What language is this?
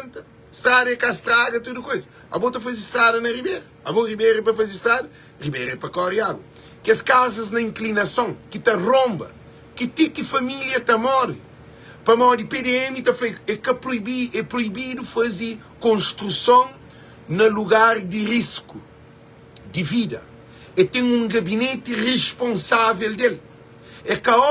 Kabuverdianu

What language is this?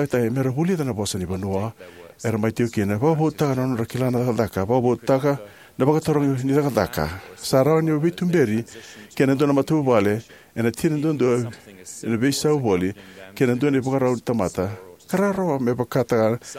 Fijian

